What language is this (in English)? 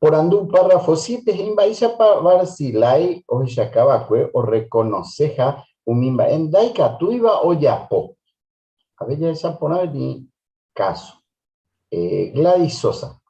Guarani